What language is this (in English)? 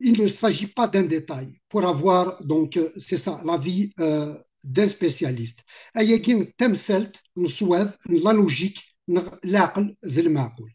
Kabyle